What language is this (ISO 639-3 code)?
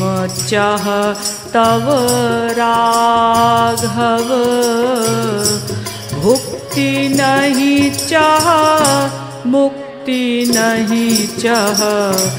hin